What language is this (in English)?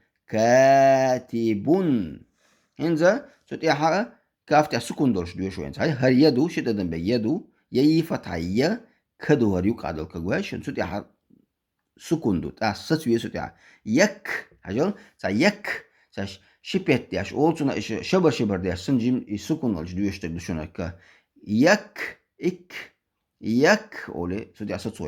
Chechen